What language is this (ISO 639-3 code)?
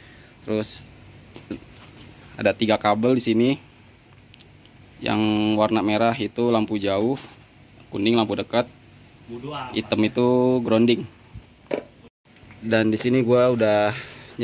ind